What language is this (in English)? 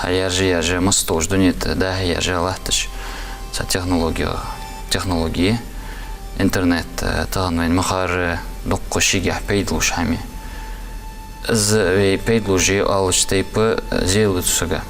Ingush